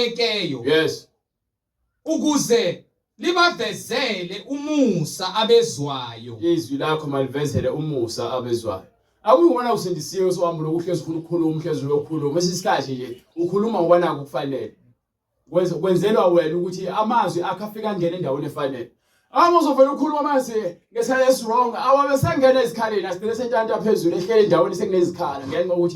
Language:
Zulu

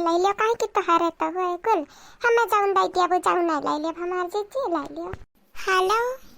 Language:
Awadhi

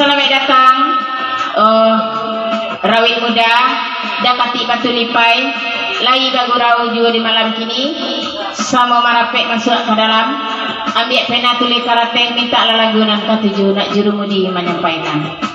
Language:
Minangkabau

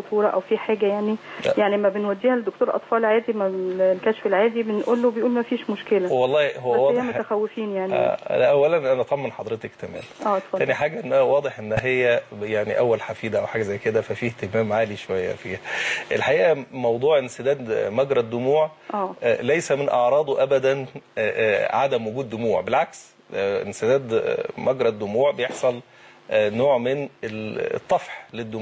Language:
Egyptian Arabic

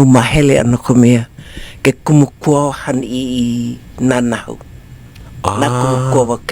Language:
Hawaiian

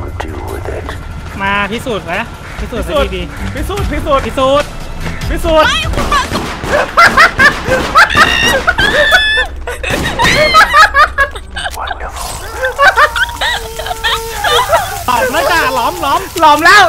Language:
Thai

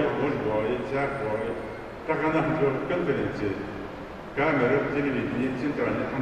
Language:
Ingush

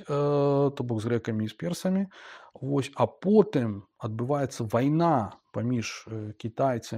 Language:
Belarusian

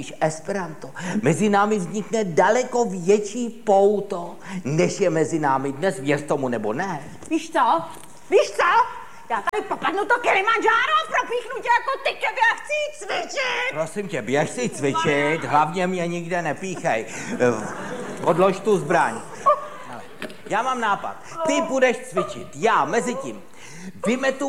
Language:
Czech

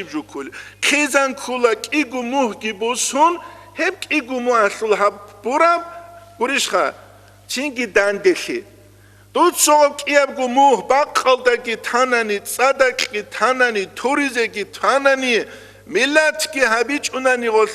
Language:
Avaric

